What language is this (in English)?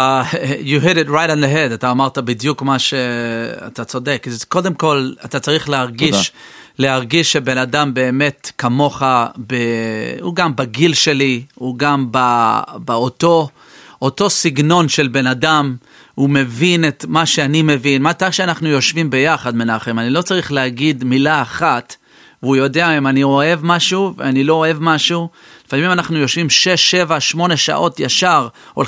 Hebrew